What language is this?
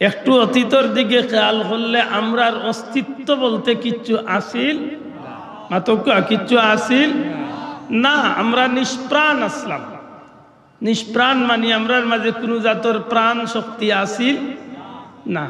Sylheti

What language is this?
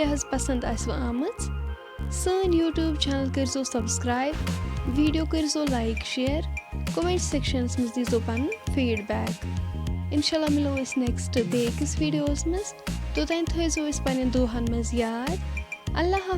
Kashmiri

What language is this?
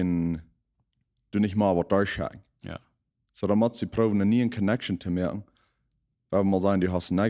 Plautdietsch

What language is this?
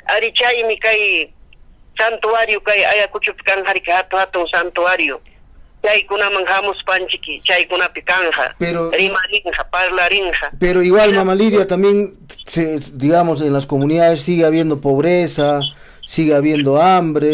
Ayacucho Quechua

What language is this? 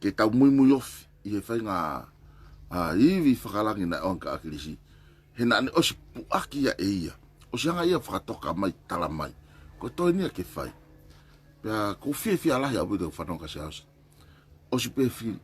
Tongan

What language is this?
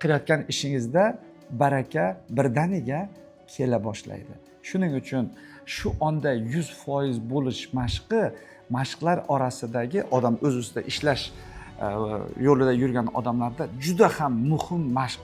Uzbek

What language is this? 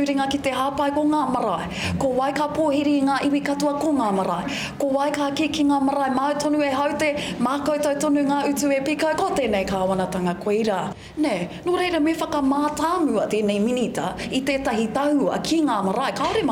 Māori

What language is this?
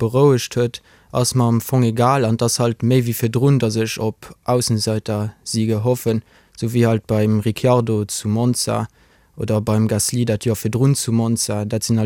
Luxembourgish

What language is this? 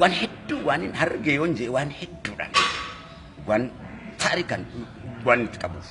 Oromo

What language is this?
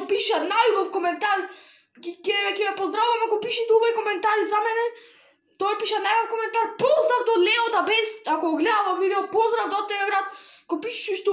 Macedonian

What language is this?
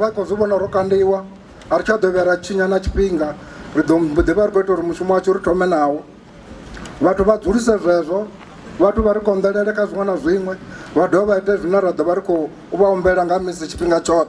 Venda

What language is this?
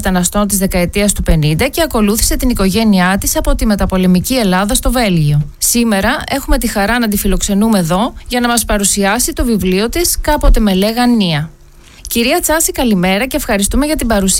Greek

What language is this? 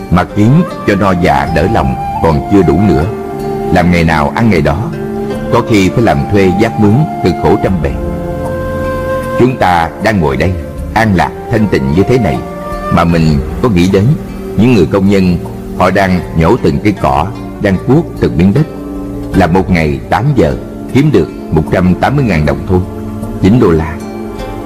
Vietnamese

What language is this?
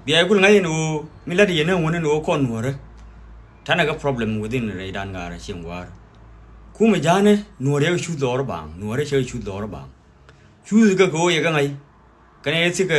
Nuer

